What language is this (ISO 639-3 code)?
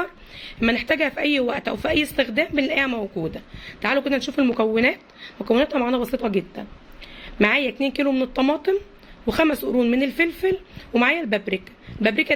arz